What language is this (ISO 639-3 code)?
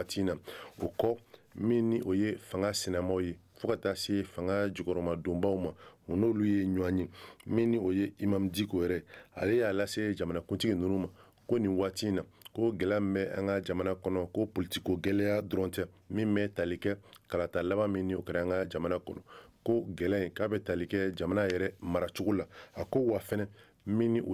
bam